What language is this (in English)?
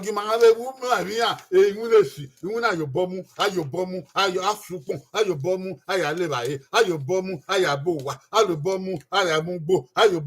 Bini